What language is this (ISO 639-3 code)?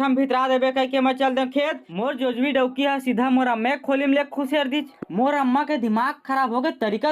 hne